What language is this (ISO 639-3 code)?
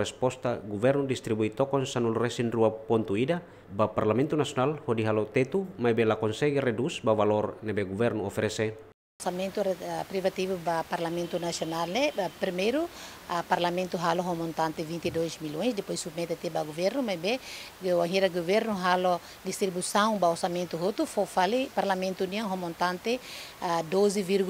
tet